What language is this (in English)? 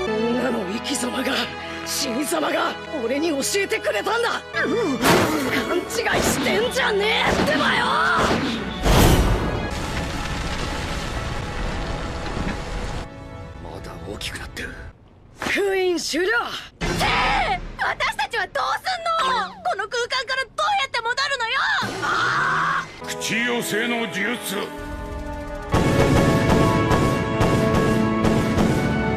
Japanese